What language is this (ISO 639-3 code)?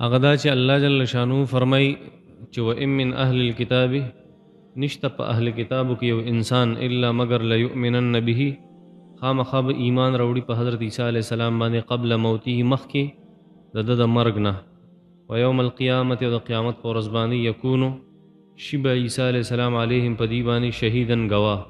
pus